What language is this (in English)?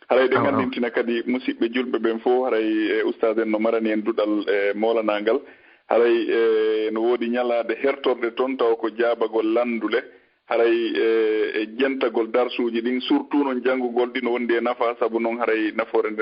Fula